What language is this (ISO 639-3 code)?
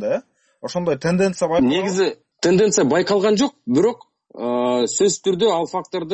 kir